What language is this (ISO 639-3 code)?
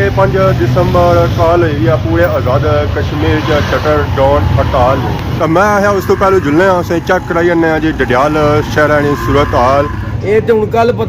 phr